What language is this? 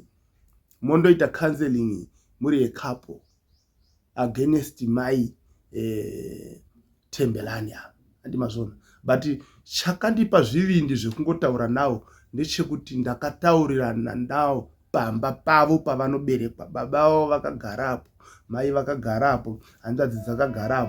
Shona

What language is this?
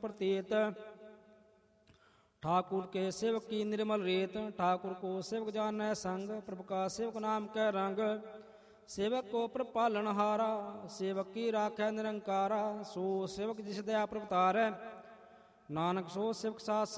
Punjabi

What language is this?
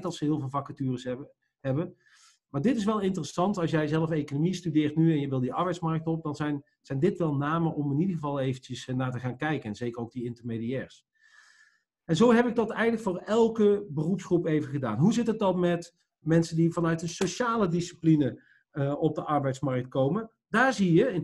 Dutch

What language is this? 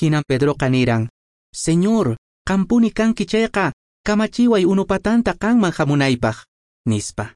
Quechua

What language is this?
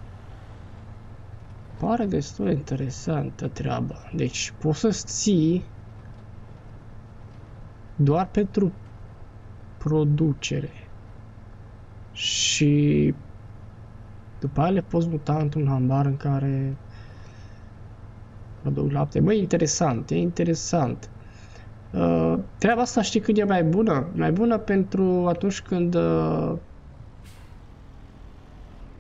Romanian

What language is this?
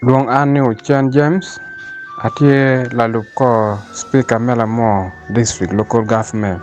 Acoli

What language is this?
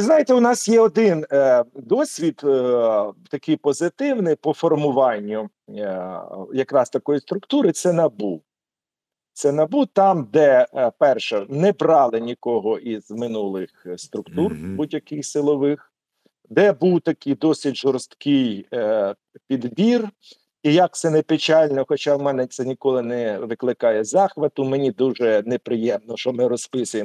Ukrainian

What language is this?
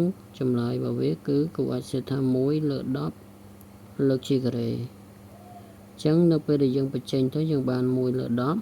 Khmer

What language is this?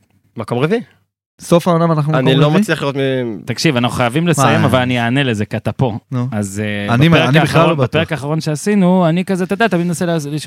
Hebrew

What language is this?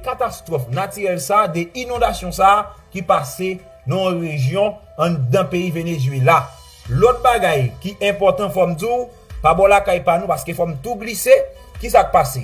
Haitian Creole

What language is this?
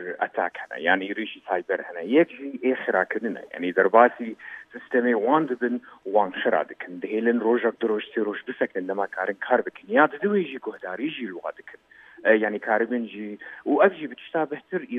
Kurdish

